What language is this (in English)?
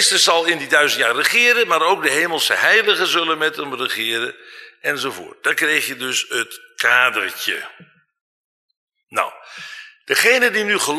Dutch